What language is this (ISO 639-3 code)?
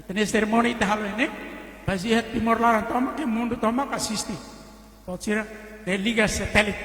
tet